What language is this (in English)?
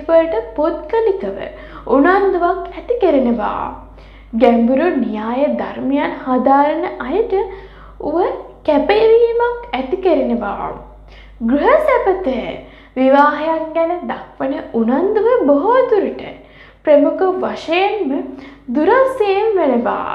Sinhala